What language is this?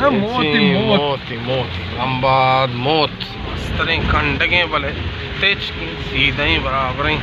Baluchi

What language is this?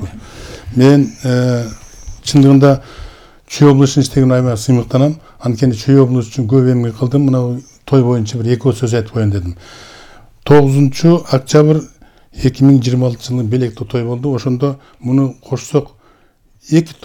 Kyrgyz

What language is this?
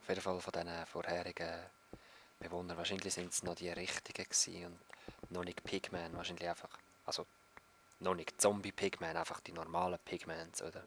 Swiss German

